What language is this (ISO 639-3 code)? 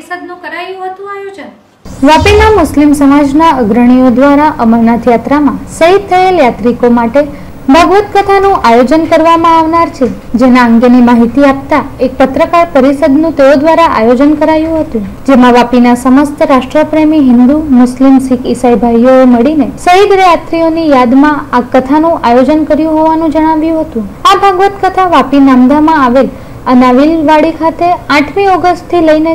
guj